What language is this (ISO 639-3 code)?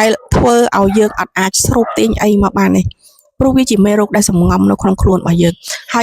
khm